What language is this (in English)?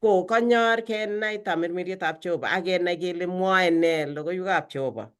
Kalenjin